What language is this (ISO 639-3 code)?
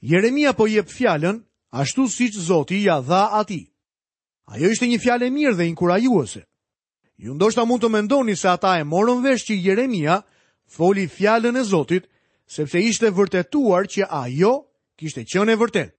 sqi